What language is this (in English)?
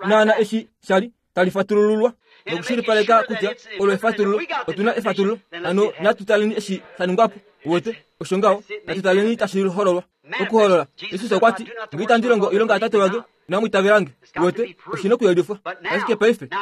Kuanyama